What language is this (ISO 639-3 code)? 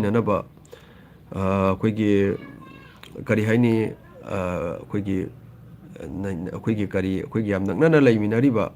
mni